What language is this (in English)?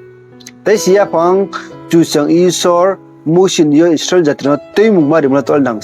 Riang (India)